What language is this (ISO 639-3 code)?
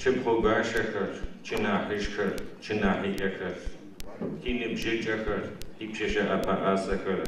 ady